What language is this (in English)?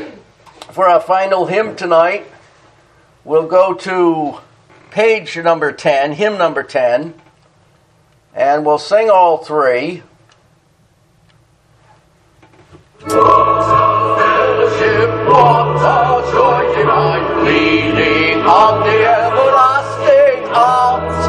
English